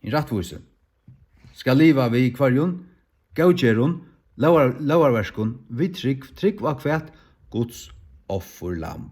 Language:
Faroese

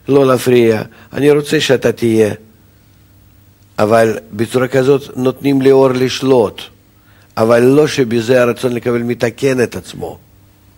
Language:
Hebrew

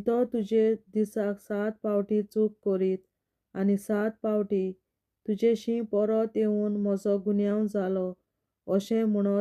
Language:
Konkani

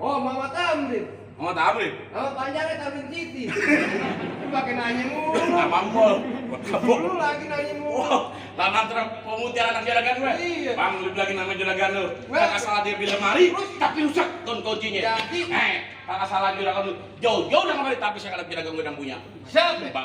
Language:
Betawi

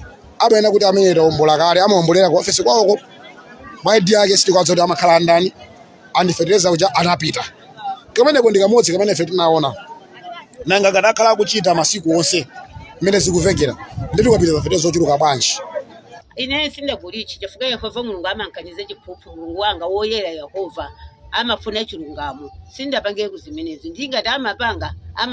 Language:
Nyanja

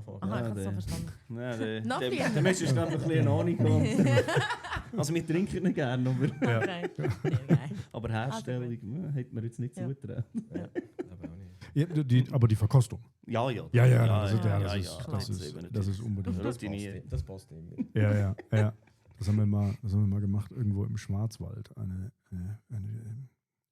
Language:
Swiss German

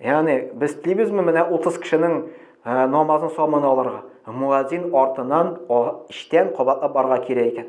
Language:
Tatar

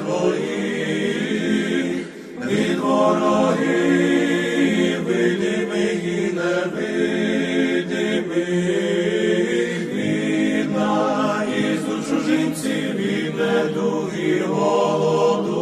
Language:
Ukrainian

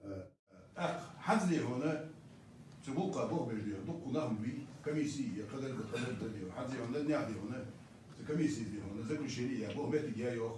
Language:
Ingush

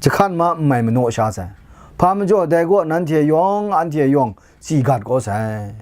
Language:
Kachin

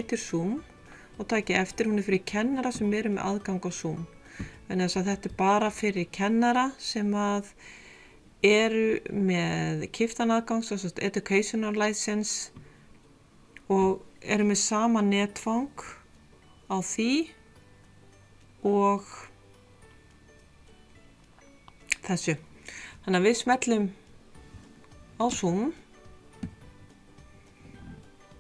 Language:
Icelandic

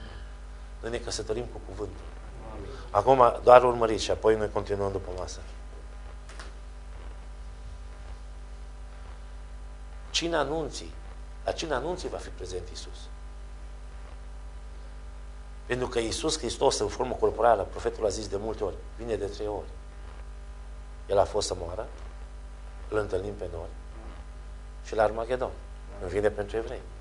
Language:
Romanian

